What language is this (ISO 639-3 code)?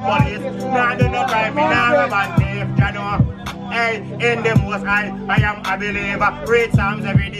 jam